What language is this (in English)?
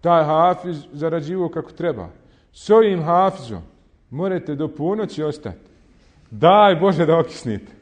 Bosnian